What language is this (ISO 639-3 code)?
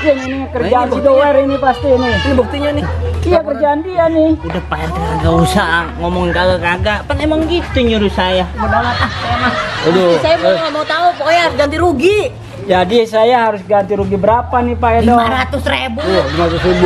bew